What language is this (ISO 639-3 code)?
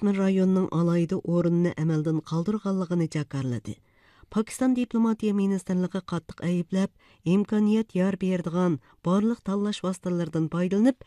uig